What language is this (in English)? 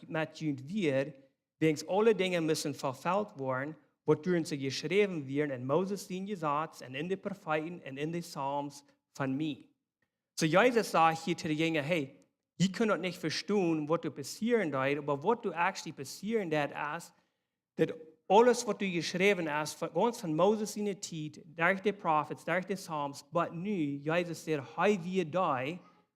Plautdietsch